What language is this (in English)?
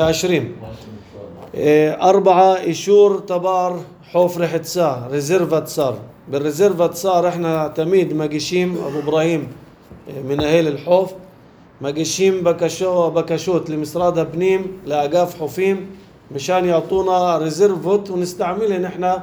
North Levantine Arabic